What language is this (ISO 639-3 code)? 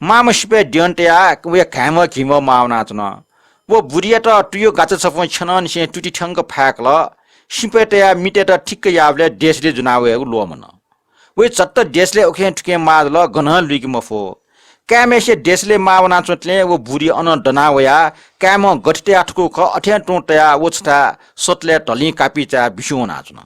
new